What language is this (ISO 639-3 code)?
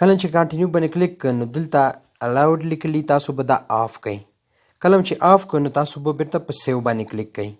pus